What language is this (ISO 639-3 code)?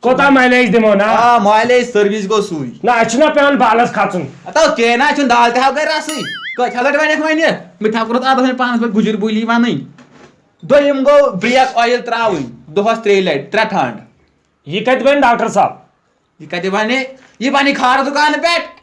kas